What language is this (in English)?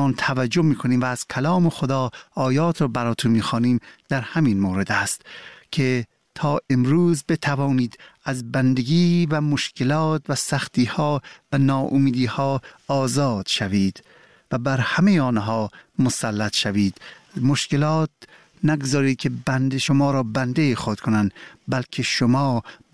Persian